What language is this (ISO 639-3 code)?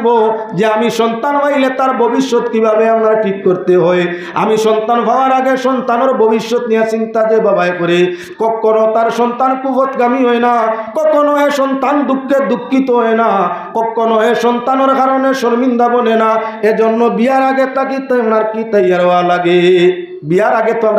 syl